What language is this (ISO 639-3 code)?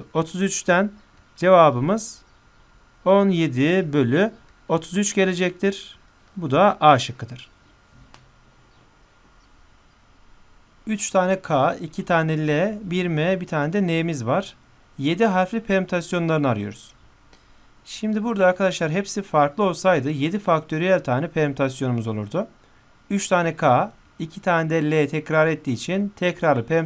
tur